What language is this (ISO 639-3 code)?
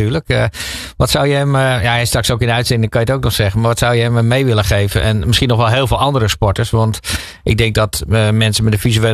nld